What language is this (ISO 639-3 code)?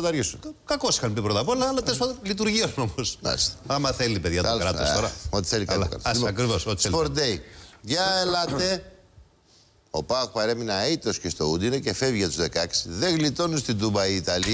ell